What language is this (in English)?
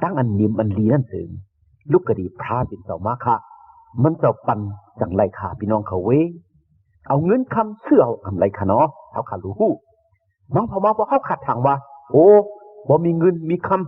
Shan